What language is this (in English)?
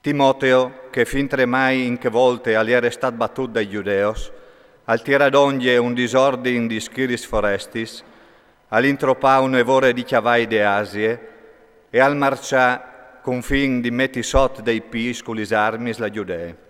Friulian